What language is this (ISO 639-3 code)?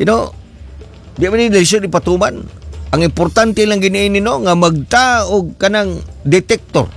ceb